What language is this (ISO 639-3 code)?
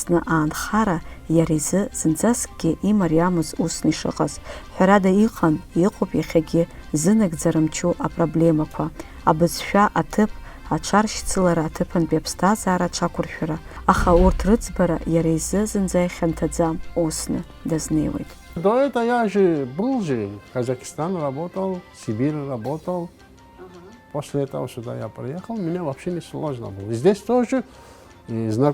abk